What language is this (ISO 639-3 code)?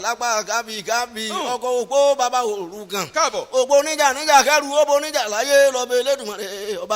yor